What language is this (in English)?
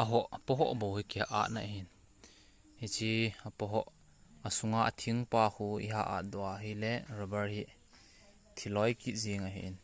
Thado Chin